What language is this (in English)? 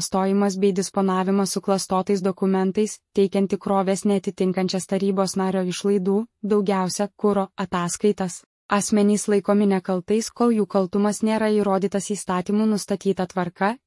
Lithuanian